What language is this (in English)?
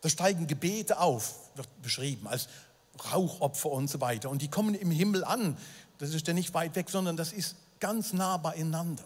Swiss German